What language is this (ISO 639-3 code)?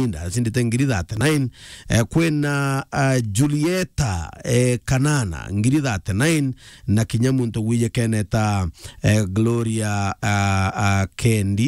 mer